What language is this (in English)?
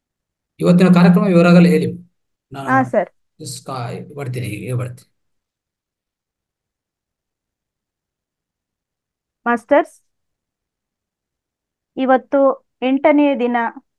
Kannada